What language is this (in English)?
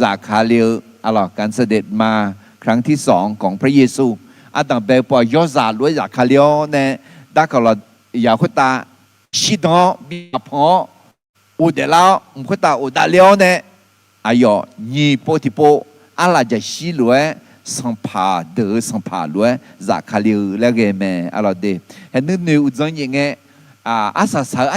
Akha